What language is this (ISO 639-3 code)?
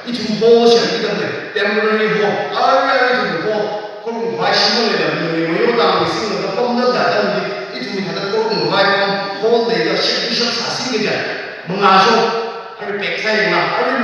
nmf